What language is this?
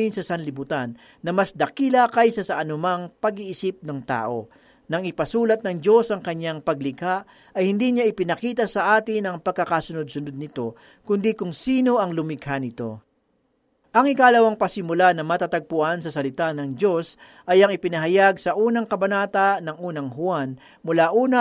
Filipino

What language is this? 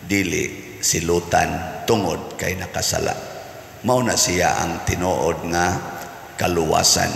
Cebuano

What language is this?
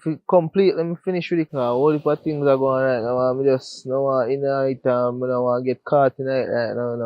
Jamaican Creole English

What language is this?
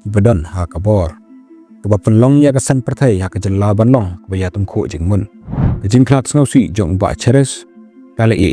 Khasi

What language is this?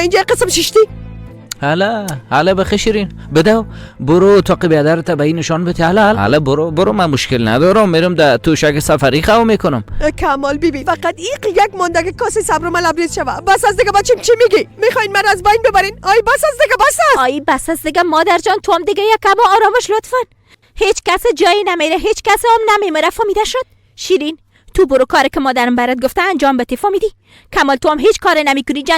Persian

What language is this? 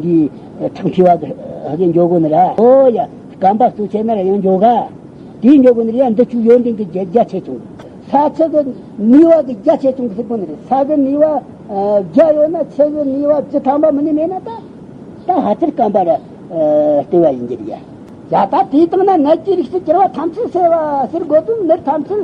Tibetan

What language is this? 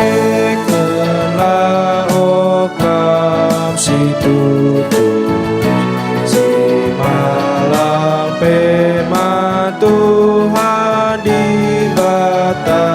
Batak Karo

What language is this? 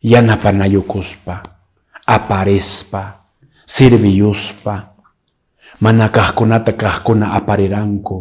Quechua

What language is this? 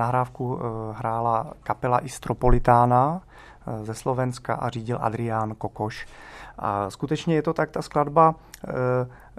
Czech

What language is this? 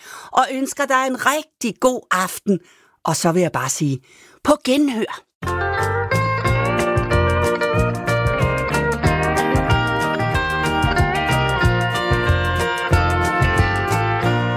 Danish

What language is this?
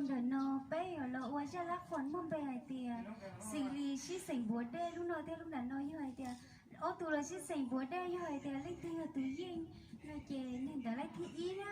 Hmong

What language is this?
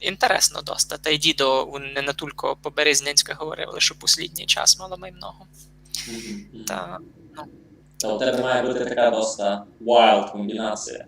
Rusyn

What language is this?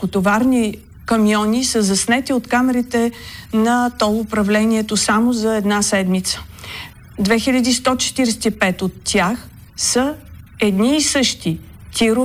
Bulgarian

